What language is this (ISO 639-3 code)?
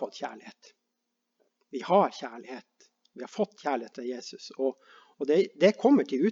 nor